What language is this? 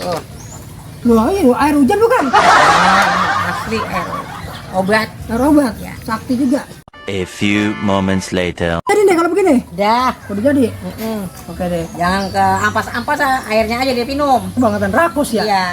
Betawi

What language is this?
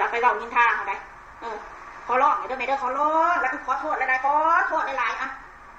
Northeastern Thai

